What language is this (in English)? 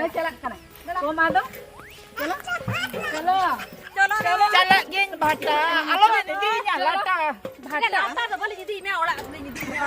Santali